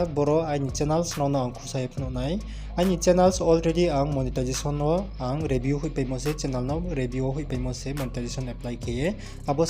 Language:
Riang (India)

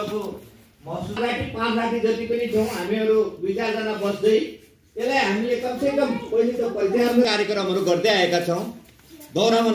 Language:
Nepali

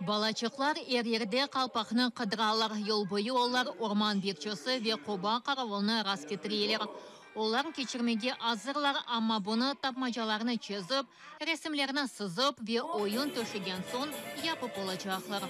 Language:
Crimean Tatar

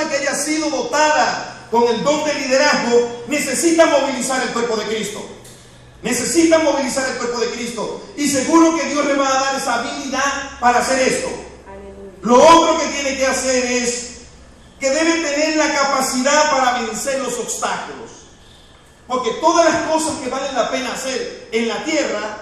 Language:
Spanish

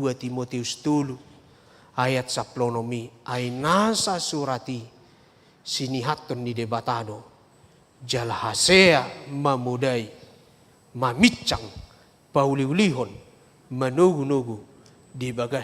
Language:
Batak Toba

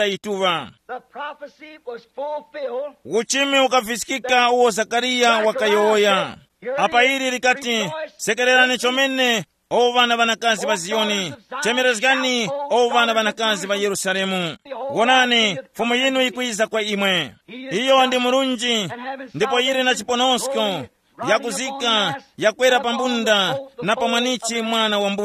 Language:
Tumbuka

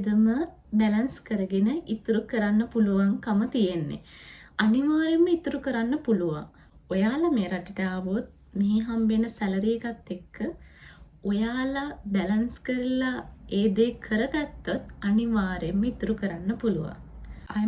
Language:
Sinhala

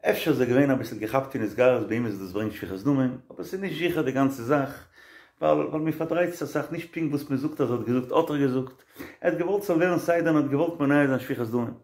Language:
Yiddish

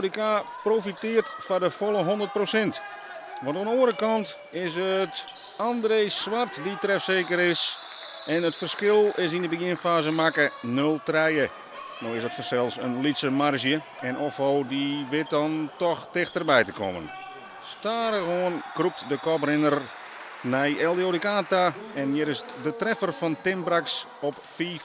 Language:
Western Frisian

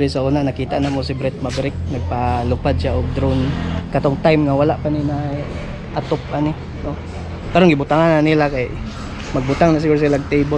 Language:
Cebuano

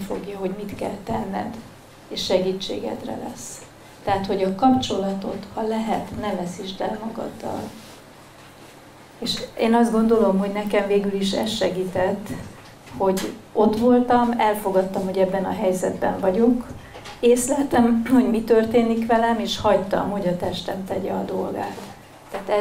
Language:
Hungarian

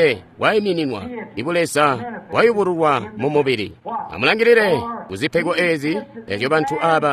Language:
Tonga (Zambia)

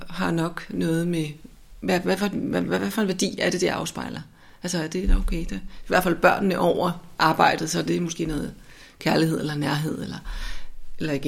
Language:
Danish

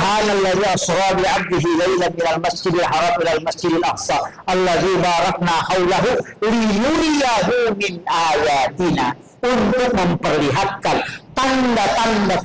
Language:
Buginese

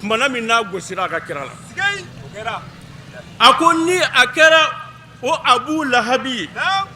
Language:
Bambara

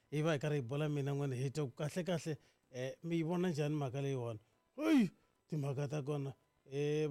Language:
Tsonga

